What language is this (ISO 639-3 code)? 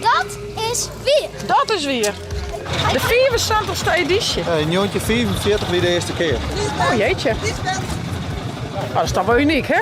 fry